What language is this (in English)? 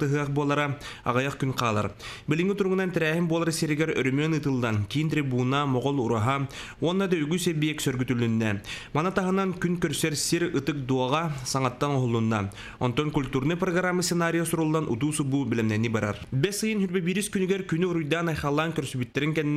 Yakut